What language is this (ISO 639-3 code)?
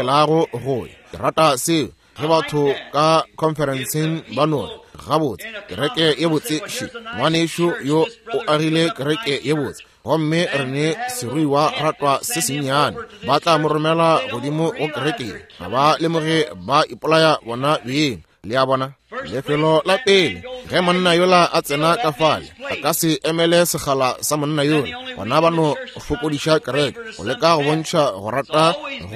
nso